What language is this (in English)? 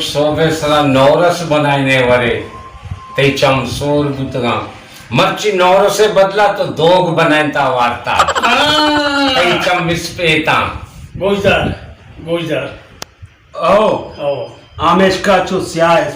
Baluchi